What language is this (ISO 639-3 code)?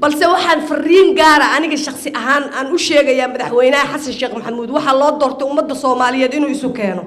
som